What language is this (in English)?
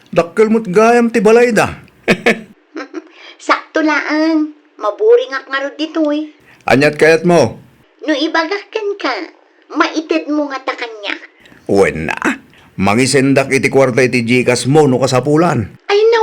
Iloko